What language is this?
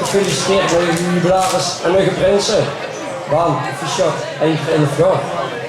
Limburgish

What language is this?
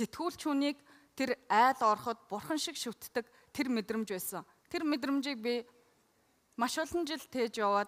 Mongolian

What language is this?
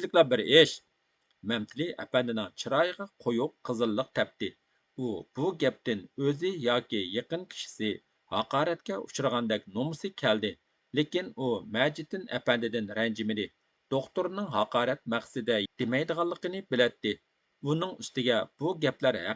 Uyghur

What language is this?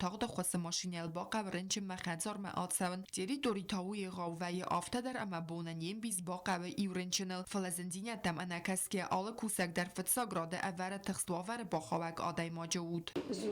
Ossetic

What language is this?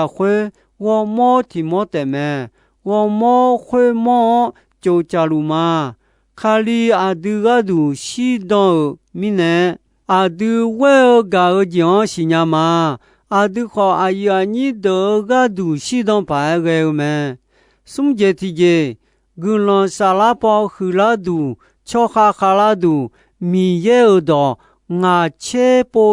Akha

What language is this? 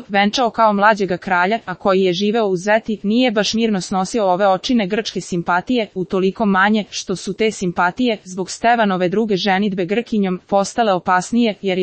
Serbian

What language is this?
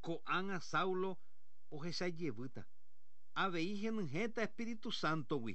Guarani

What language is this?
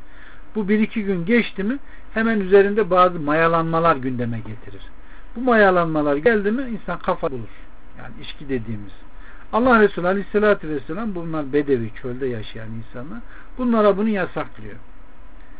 Turkish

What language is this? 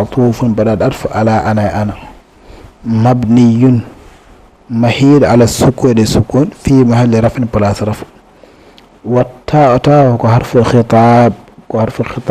Fula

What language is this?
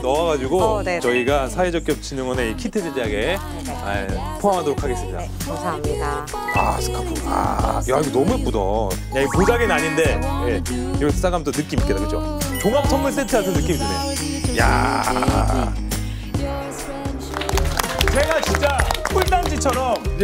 Korean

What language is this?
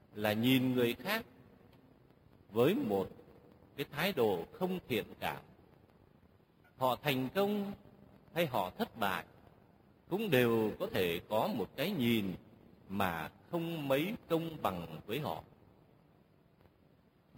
Vietnamese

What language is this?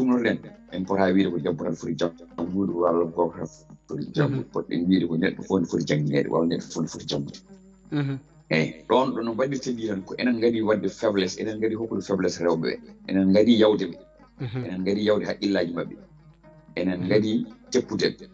Fula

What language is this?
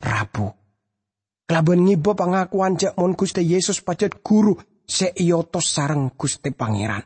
Madurese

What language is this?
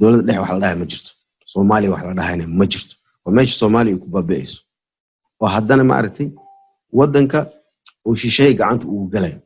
Somali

